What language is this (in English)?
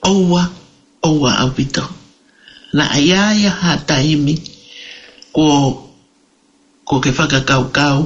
Tongan